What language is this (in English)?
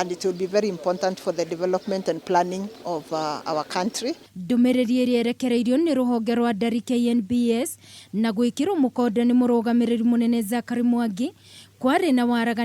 Kikuyu